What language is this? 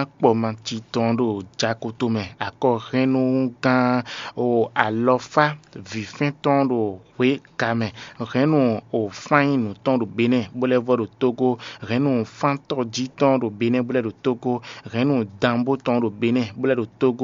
Fon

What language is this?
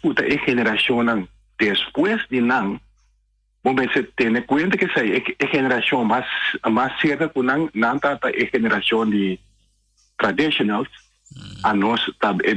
Papiamento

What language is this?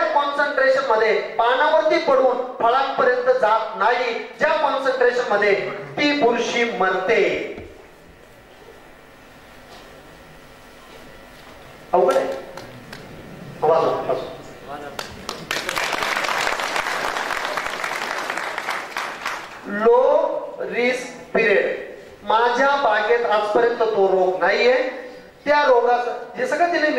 Marathi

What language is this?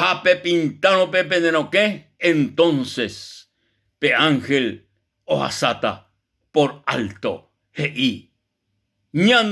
Guarani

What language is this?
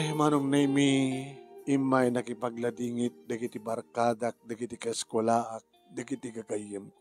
Iloko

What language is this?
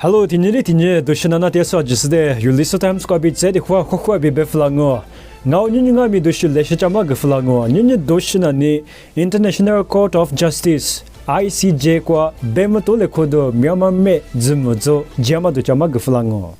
Lisu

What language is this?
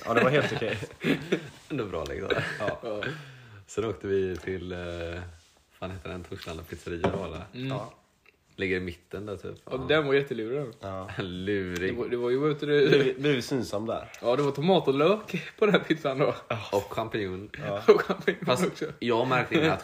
Swedish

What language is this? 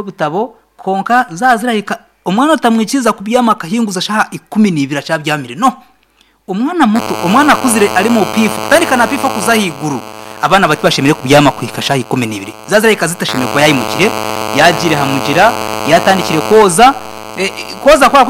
Nyankole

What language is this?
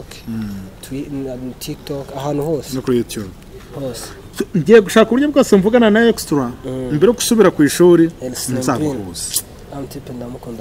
Kinyarwanda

